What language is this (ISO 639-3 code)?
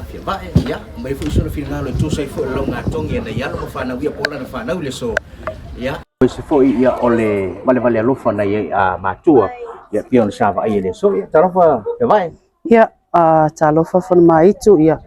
smo